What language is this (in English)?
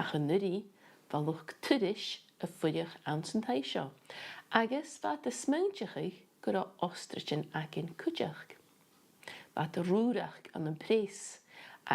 Scottish Gaelic